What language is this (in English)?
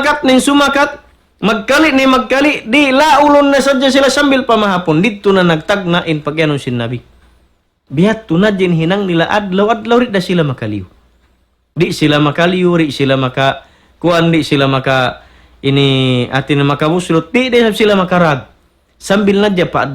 Tausug